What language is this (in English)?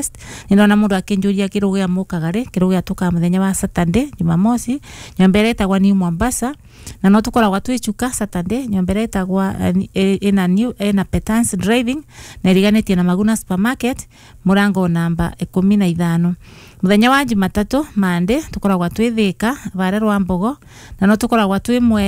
Kikuyu